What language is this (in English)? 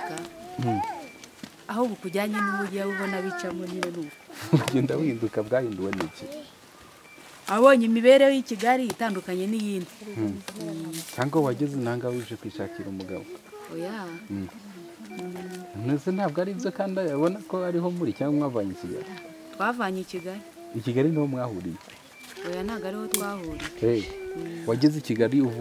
Kinyarwanda